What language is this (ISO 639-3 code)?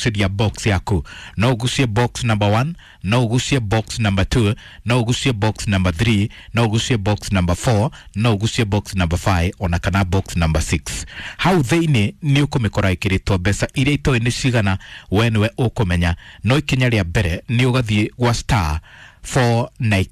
kik